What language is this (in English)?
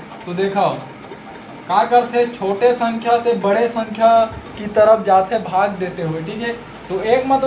Chhattisgarhi